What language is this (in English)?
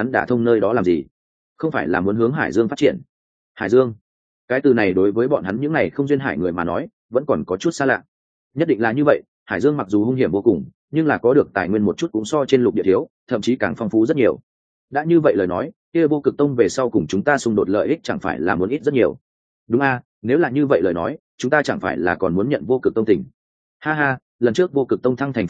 Vietnamese